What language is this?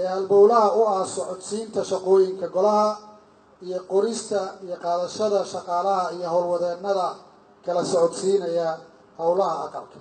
Somali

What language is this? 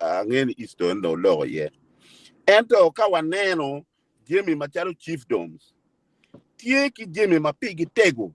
Acoli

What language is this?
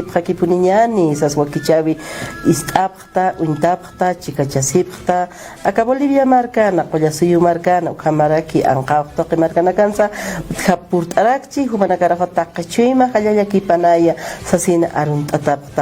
Aymara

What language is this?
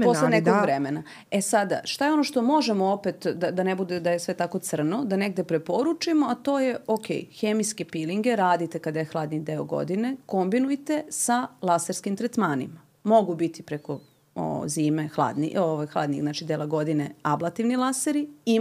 Serbian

